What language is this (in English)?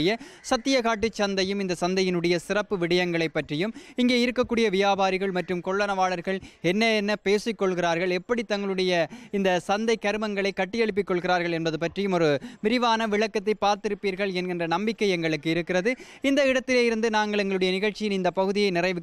Tamil